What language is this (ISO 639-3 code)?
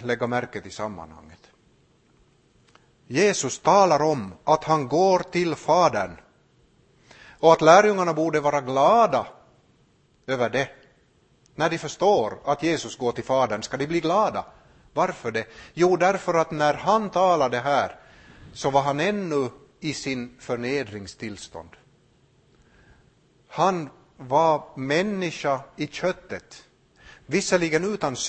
swe